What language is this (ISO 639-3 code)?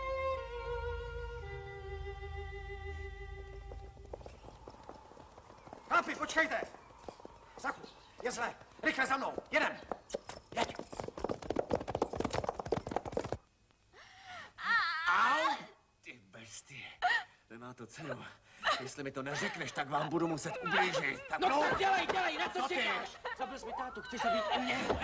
ces